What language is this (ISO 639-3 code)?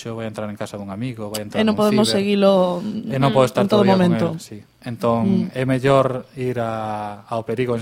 glg